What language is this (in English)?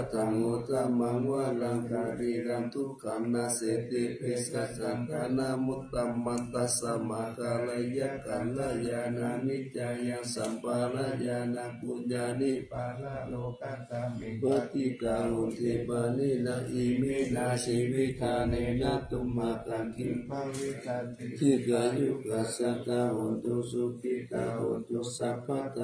Pali